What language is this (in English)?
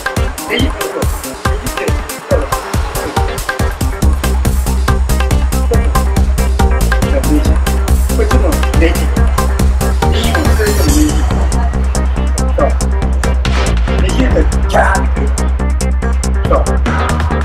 Japanese